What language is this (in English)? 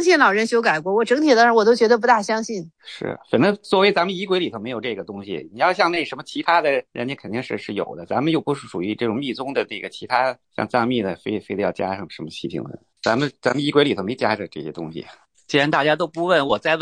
Chinese